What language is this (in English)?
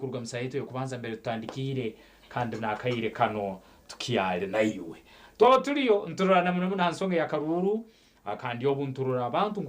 Nyankole